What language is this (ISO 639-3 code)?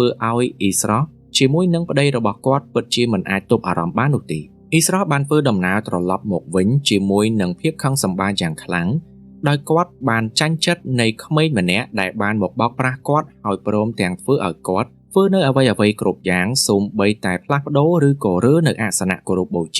khm